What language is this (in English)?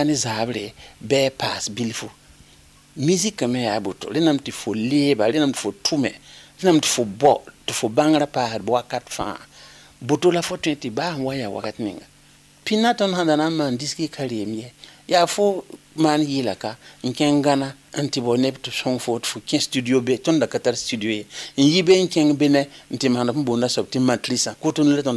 Mossi